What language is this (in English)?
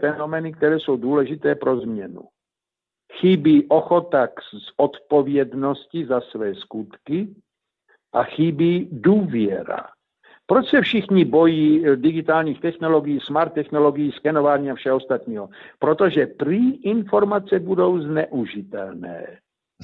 Czech